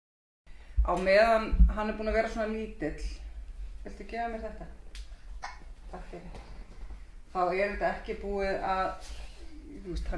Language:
Icelandic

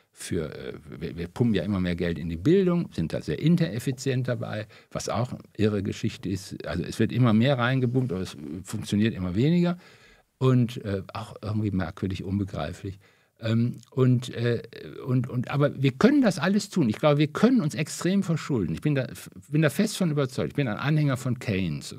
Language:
German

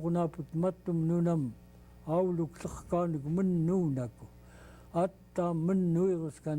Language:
Central Yupik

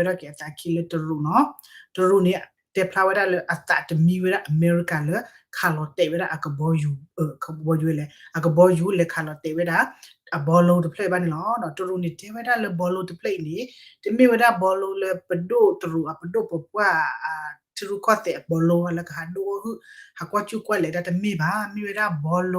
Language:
S'gaw Karen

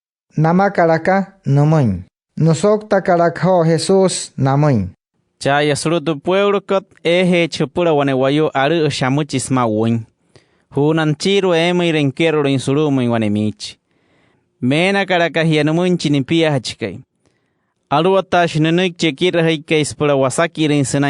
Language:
Wayuu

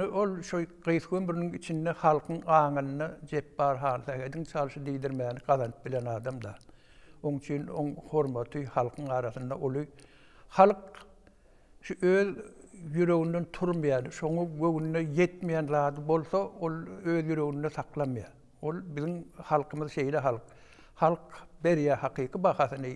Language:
Turkmen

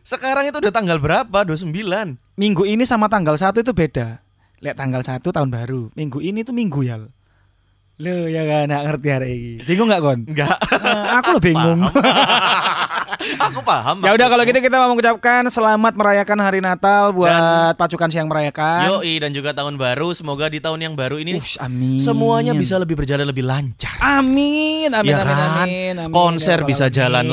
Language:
Indonesian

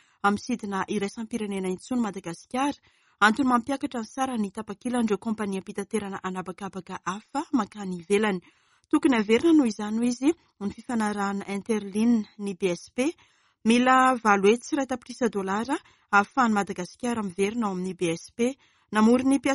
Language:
Malagasy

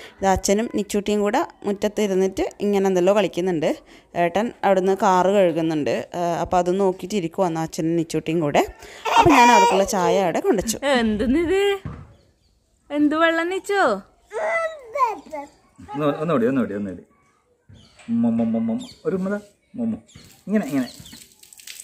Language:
Malayalam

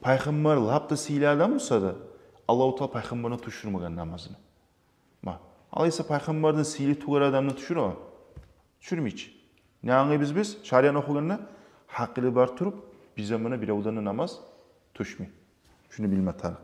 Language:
Kumyk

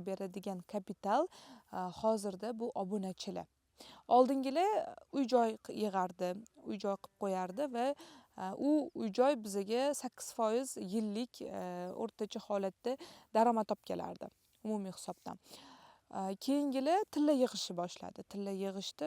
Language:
Uzbek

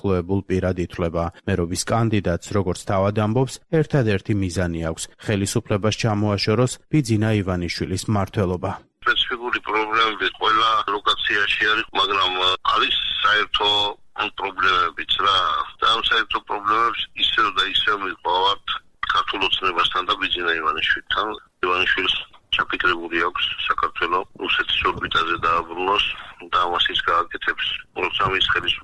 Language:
Georgian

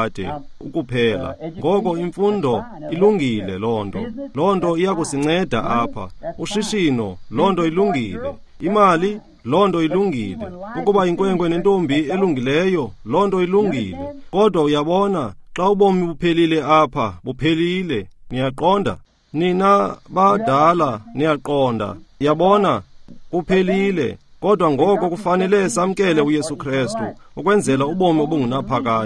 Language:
Xhosa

